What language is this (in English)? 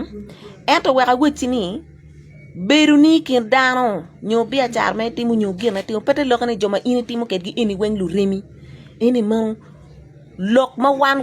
Acoli